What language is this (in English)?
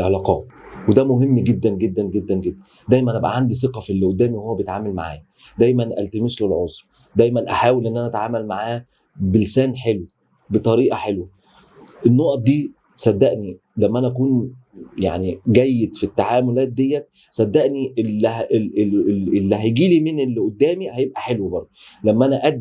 Egyptian Arabic